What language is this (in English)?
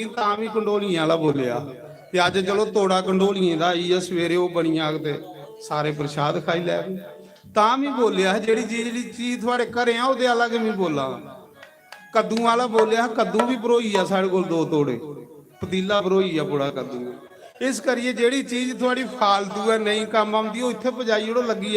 Dogri